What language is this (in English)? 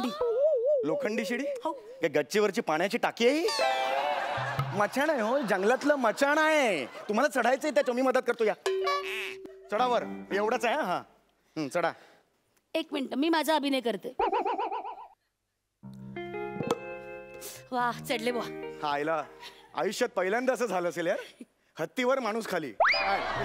Marathi